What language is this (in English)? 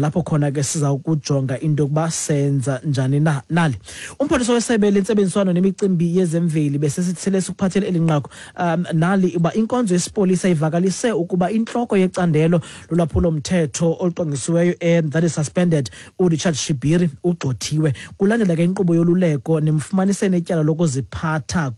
Xhosa